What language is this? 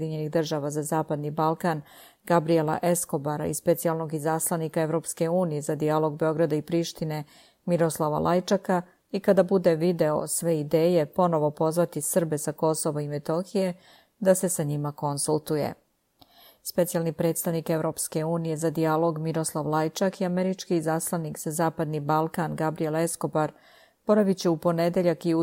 Serbian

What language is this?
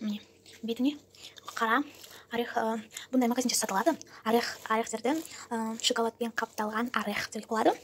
Kazakh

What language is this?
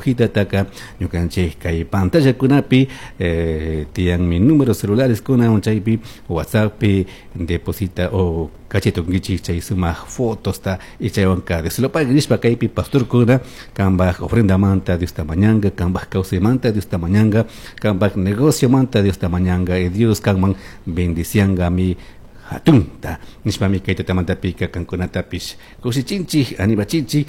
Chimborazo Highland Quichua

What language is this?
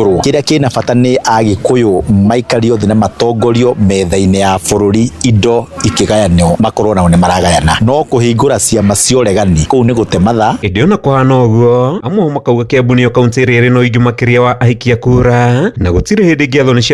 Kikuyu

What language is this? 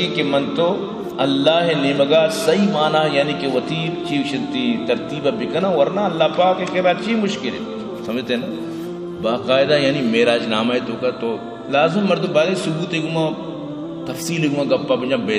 Baluchi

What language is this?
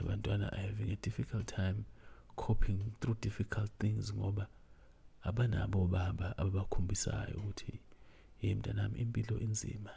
Zulu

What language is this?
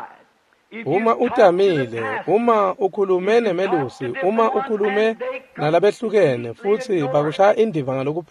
Swati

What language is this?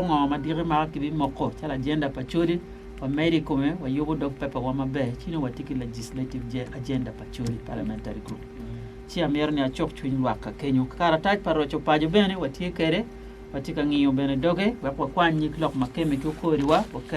Acoli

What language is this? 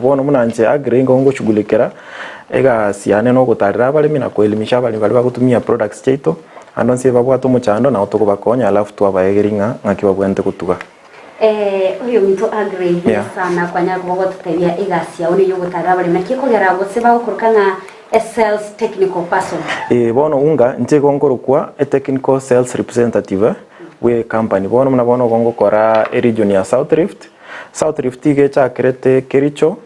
Gusii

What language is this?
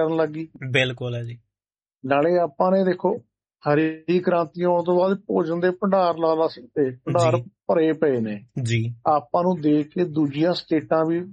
Punjabi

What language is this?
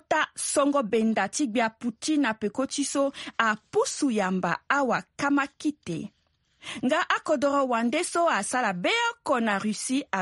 Sango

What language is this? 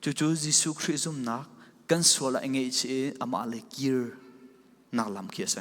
Falam Chin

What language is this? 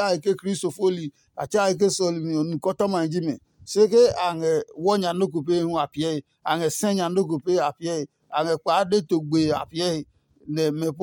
Adangme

